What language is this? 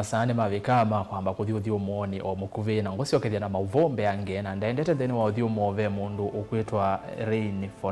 Kamba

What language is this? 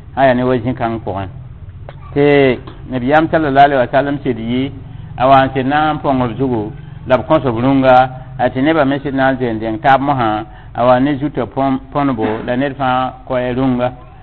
Mossi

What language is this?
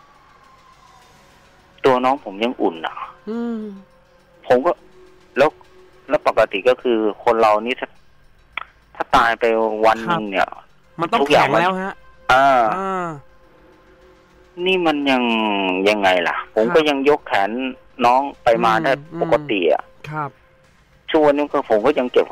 Thai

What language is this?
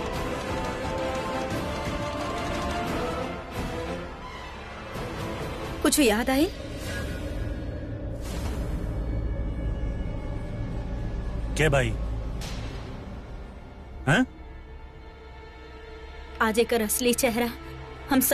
Bhojpuri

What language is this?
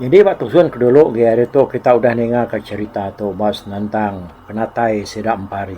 Iban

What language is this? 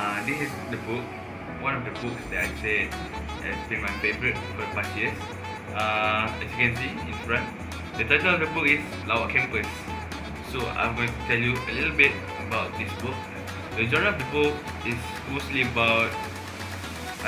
English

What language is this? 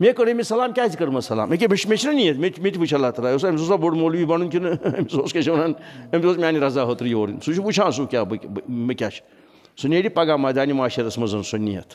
Kashmiri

